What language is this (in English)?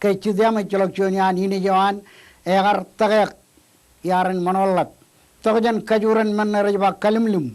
Marshallese